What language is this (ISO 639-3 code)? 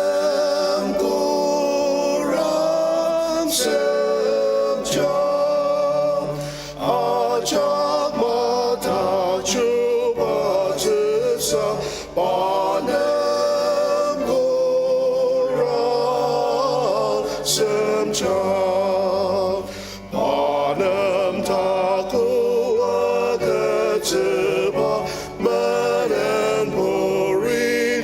njo